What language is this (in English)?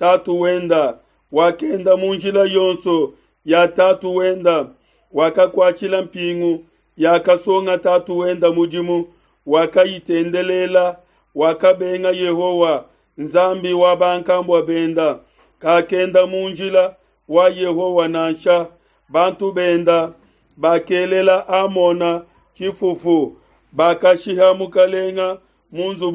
Luba-Lulua